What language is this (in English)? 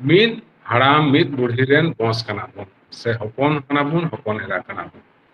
Santali